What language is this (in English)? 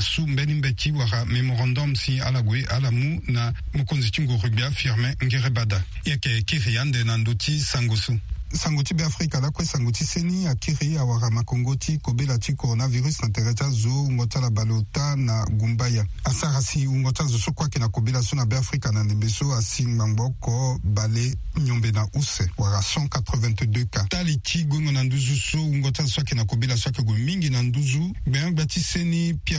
Sango